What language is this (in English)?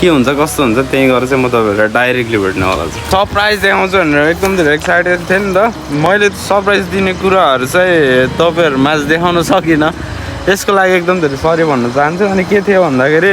Nepali